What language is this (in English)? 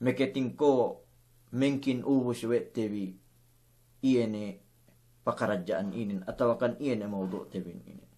Yakan